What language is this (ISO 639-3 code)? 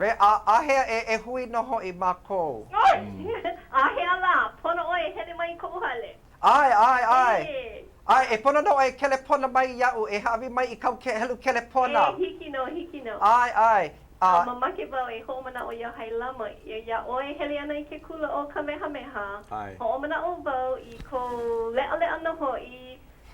haw